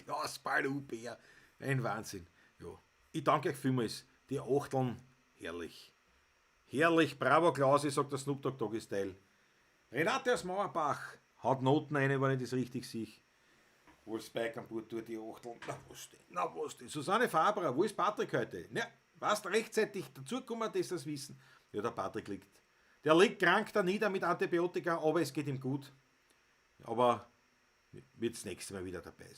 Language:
Bavarian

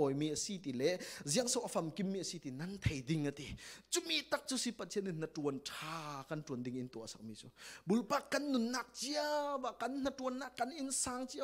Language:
Falam Chin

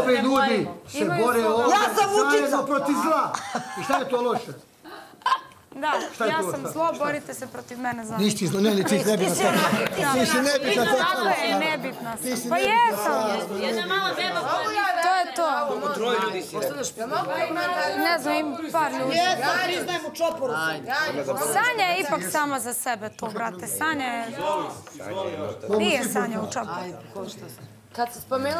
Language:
Bosnian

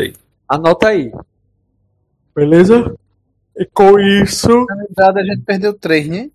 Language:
Portuguese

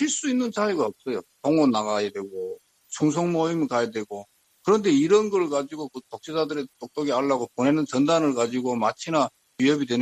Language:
Korean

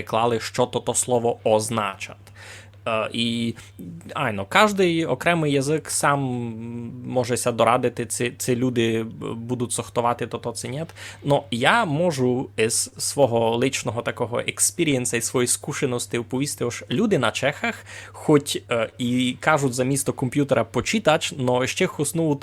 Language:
Rusyn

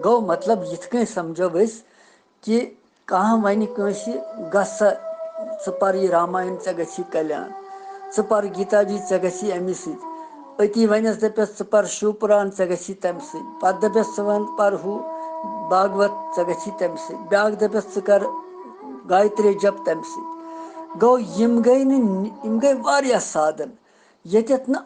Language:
Kashmiri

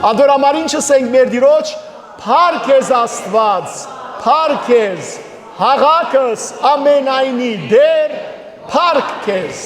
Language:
Western Armenian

